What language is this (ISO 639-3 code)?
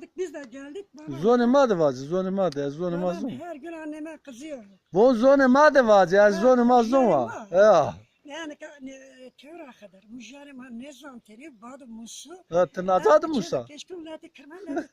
zza